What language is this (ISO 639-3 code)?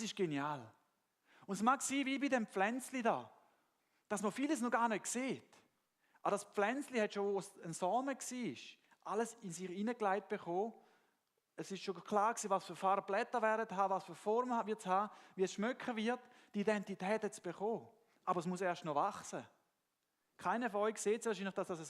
gsw